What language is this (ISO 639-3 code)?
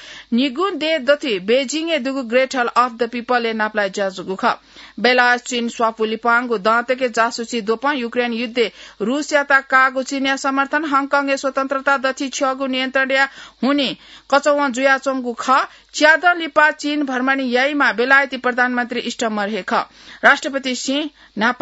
new